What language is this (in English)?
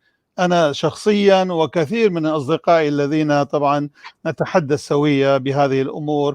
North Levantine Arabic